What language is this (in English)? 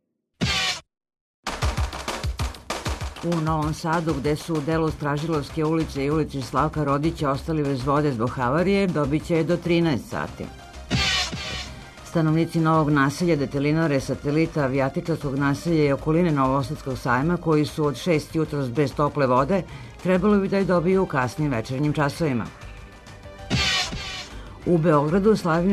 Serbian